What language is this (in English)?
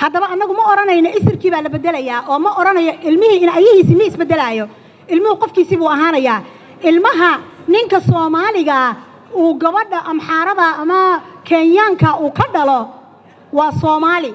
Somali